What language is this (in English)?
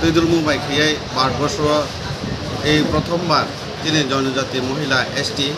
Kok Borok